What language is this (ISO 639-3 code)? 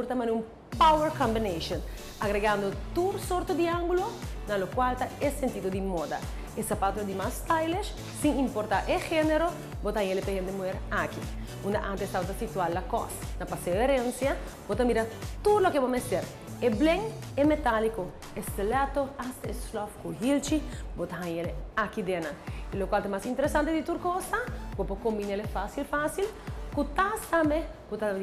pap